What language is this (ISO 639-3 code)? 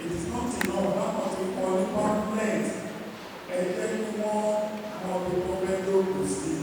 yor